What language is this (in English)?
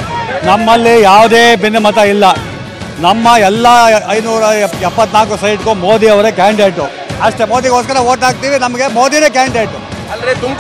Kannada